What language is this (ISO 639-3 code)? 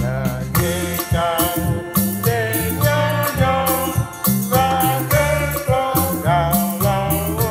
ewe